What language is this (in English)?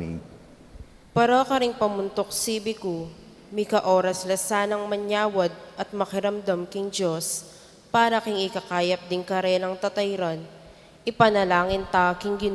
Pampanga